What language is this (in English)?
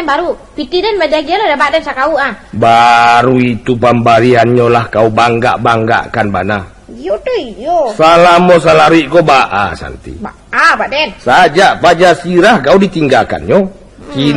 Minangkabau